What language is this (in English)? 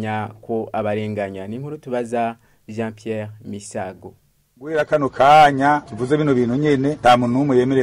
Rundi